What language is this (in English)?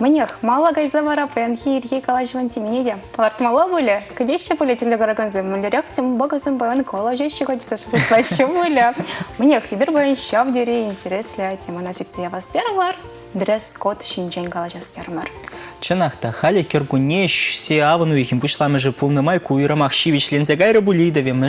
Chuvash